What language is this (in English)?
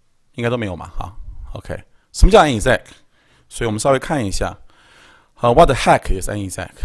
Chinese